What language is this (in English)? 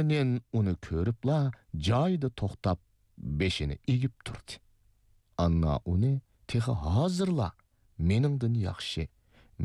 Uyghur